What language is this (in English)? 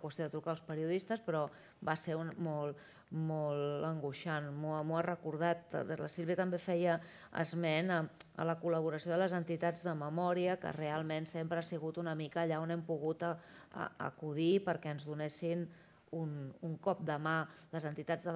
Catalan